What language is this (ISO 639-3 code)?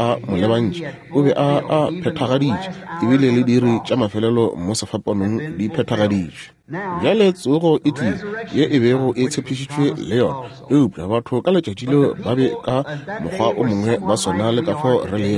nso